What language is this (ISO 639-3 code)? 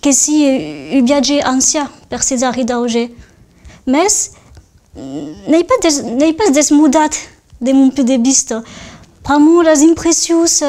oci